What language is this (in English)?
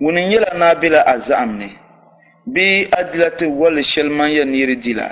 Dagbani